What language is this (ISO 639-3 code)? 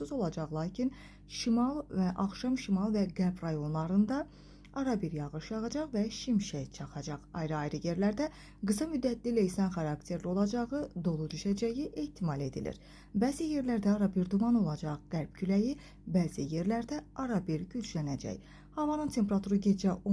aze